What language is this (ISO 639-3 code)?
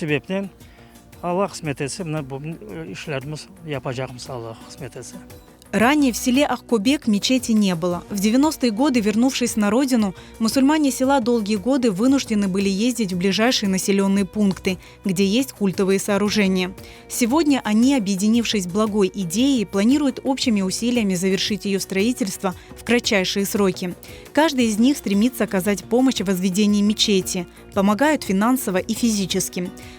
crh